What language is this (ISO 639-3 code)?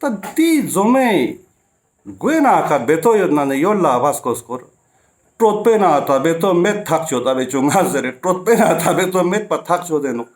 lbj